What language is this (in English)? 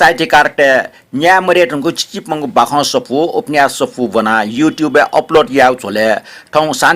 Newari